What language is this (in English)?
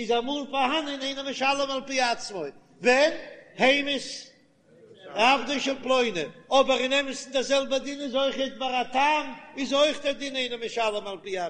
Yiddish